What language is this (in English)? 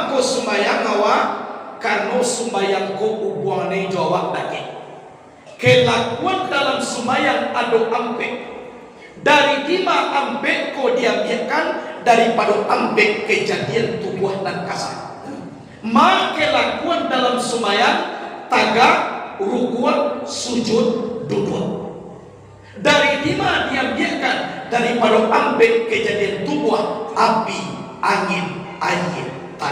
Minangkabau